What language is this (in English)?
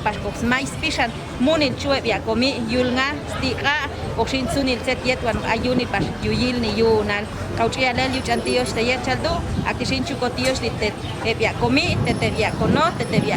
Popti'